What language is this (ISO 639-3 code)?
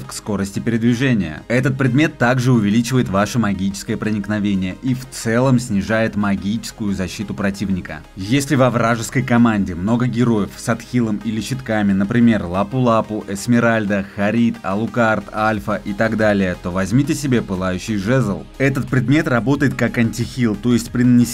rus